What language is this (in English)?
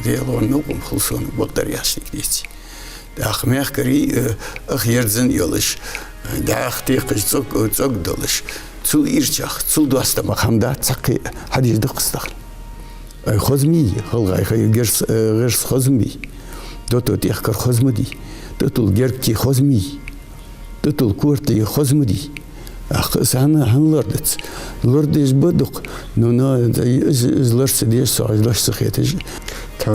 Ingush